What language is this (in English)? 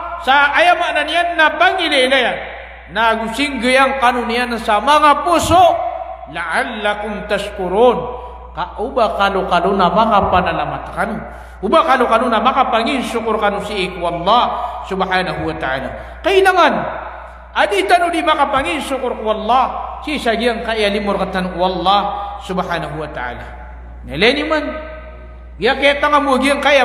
Maranao